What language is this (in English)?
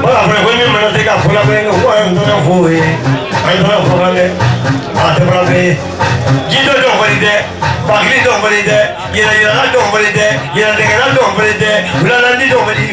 Bambara